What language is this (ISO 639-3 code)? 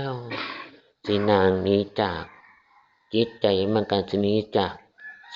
tts